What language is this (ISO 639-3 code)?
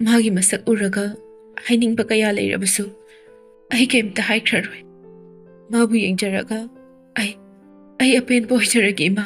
mni